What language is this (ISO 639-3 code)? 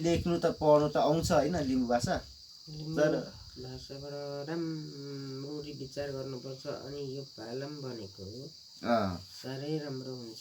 nep